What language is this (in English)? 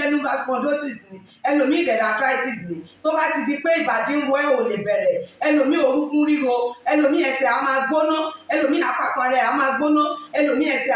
Yoruba